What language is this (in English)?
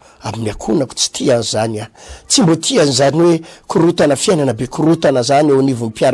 Malagasy